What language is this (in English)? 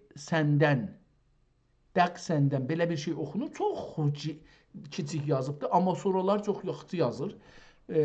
South Azerbaijani